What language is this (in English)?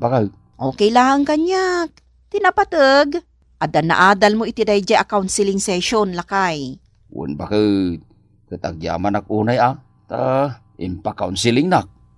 Iloko